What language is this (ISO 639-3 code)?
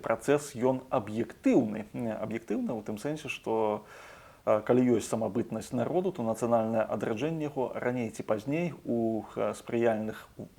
bel